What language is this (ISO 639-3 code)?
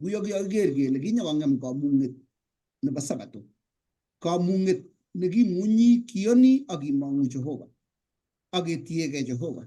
kln